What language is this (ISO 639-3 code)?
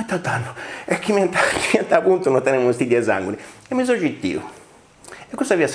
srd